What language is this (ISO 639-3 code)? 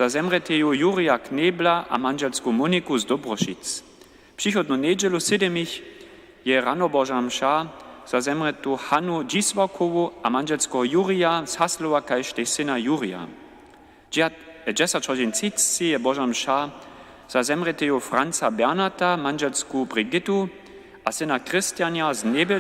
hsb